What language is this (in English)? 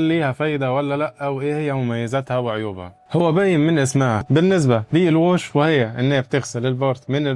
Egyptian Arabic